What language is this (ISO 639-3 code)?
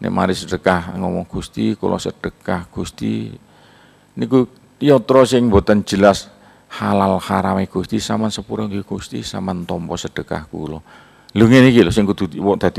jav